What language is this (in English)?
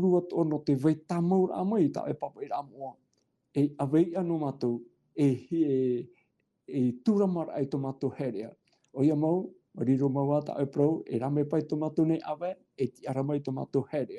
Tahitian